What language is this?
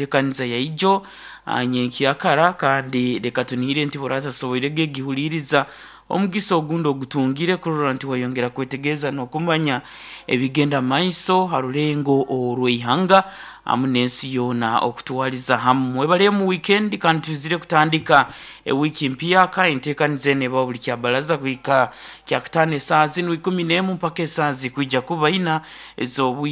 Nyoro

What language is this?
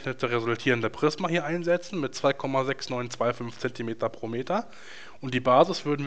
German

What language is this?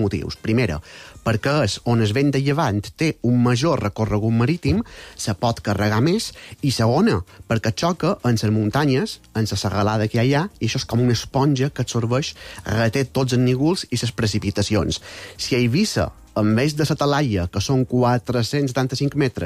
Catalan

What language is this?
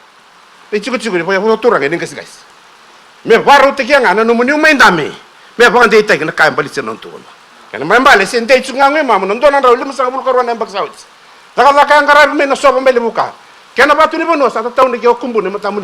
Fijian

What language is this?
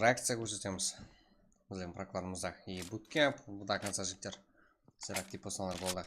Kara-Kalpak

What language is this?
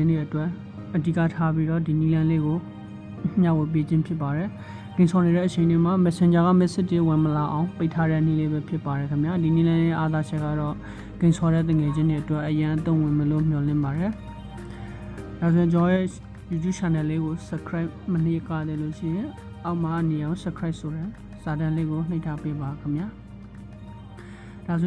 Burmese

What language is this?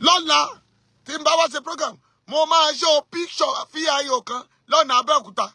Yoruba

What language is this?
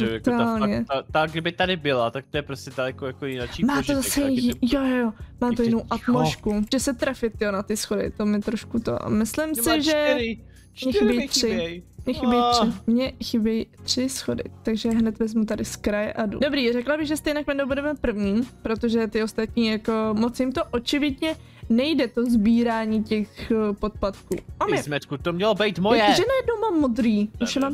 Czech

